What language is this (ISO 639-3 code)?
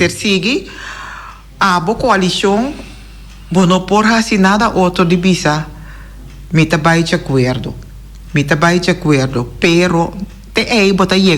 pap